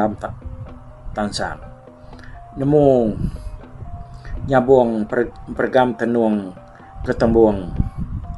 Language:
Iban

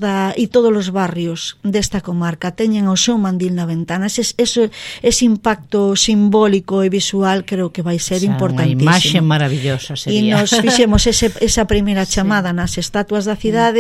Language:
Galician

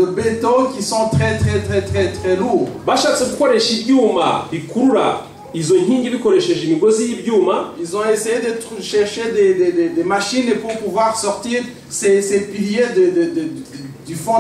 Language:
Kinyarwanda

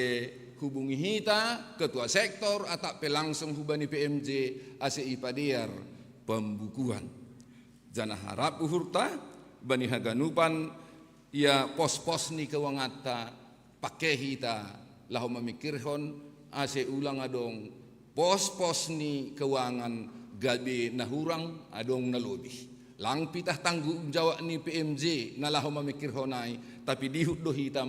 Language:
Batak Simalungun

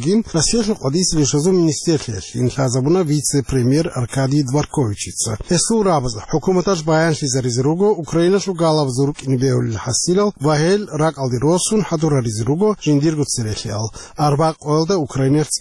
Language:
Avaric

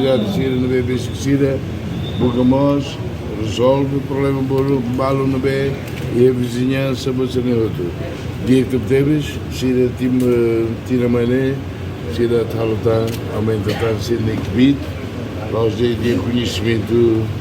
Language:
Tetum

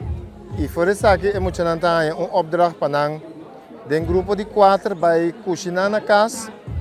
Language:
Papiamento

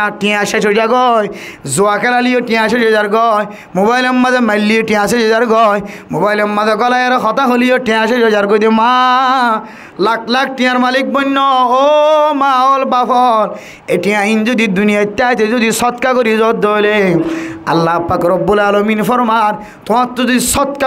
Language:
Rohingya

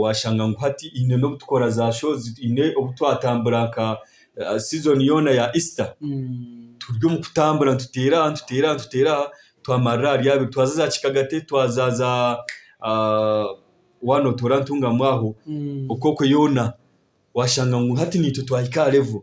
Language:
Nyankole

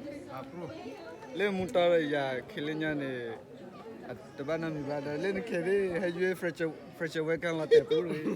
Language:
S'gaw Karen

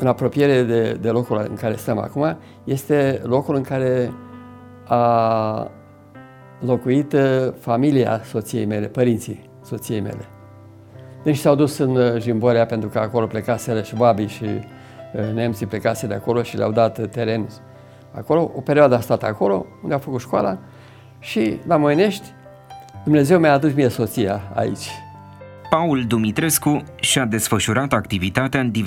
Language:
Romanian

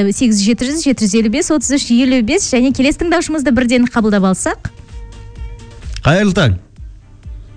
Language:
Kazakh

